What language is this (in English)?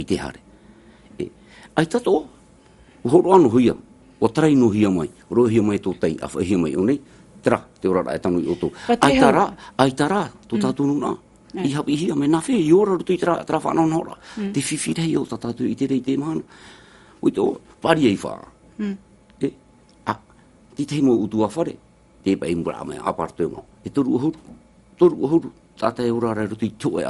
Tahitian